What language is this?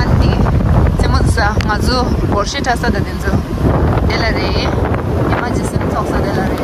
Tibetan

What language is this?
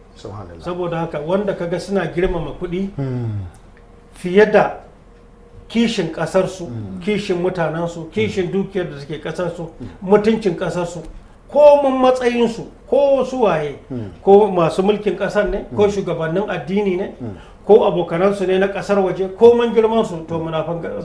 Hausa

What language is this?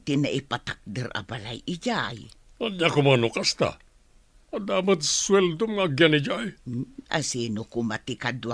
Iloko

